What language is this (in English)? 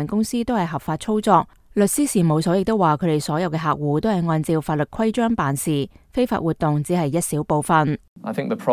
Cantonese